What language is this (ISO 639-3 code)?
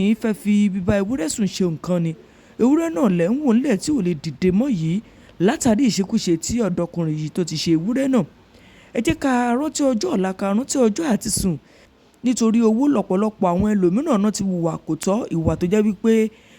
yor